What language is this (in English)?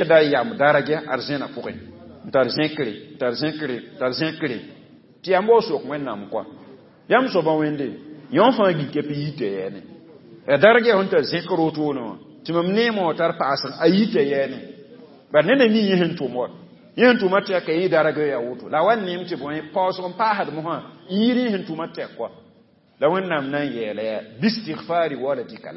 Mossi